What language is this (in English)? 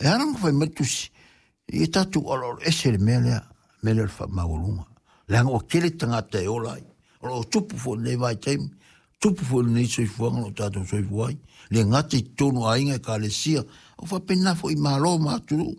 Samoan